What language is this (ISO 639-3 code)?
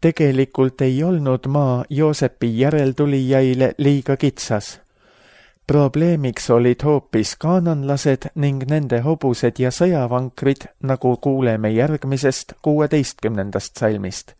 est